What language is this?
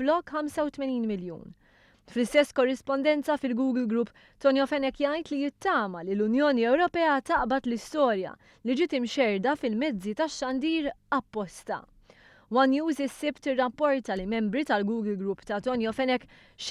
Maltese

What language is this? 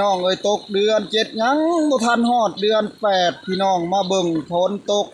Northeastern Thai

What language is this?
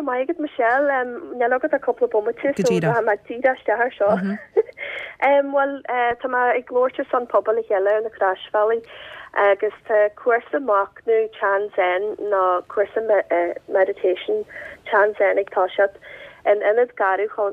Irish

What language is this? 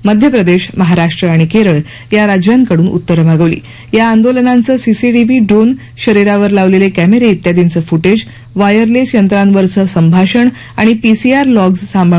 Marathi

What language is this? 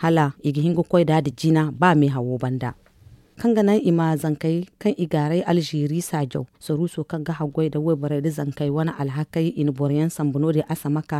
Zarma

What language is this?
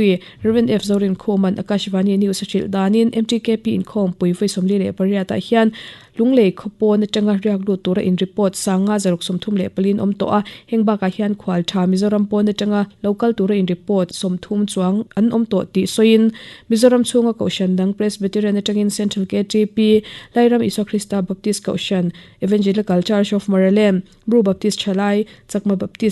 Mizo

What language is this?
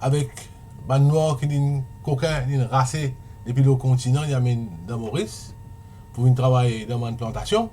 Morisyen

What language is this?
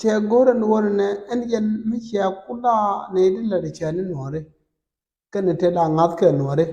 Nuer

